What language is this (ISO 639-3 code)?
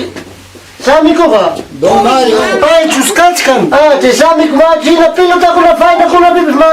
quy